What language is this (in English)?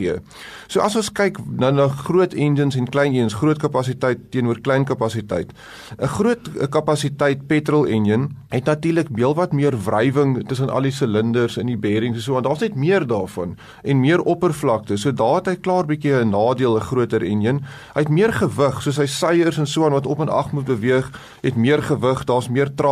Afrikaans